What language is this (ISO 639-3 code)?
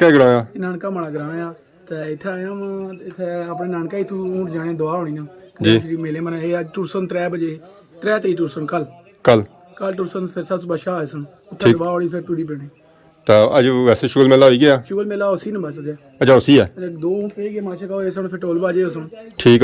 phr